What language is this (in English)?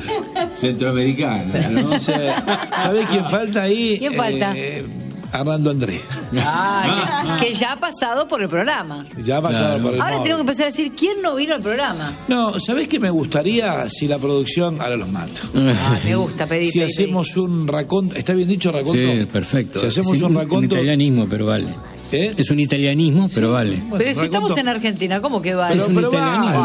Spanish